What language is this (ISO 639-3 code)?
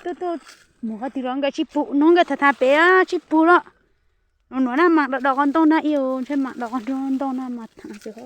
hmn